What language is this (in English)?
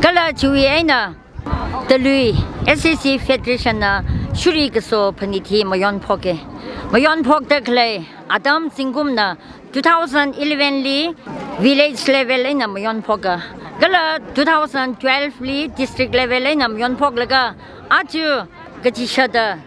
Tangkhul Naga (India)